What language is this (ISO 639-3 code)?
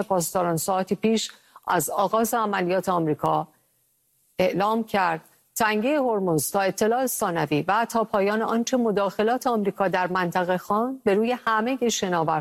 fas